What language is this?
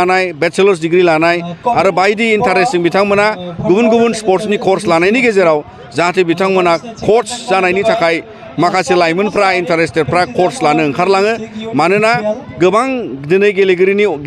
Bodo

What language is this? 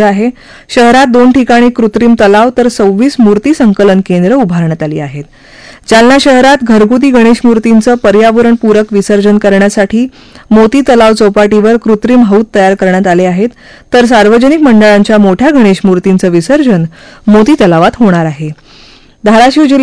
Marathi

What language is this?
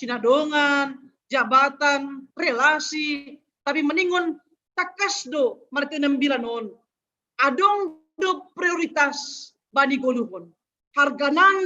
Batak Simalungun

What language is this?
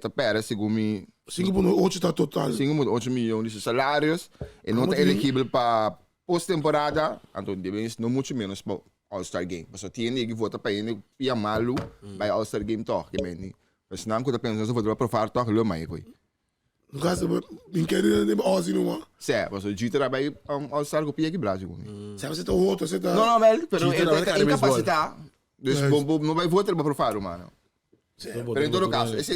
Papiamento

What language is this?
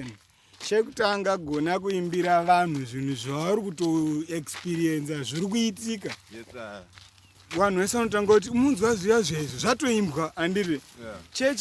Shona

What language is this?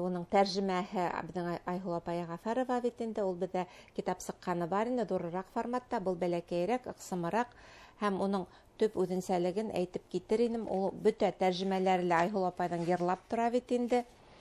Bashkir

